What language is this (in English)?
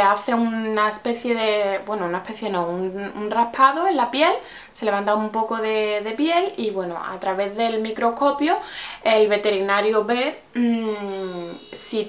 Spanish